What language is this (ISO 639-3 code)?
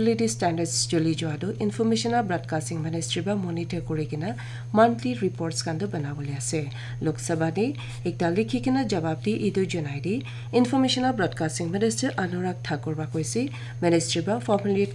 nag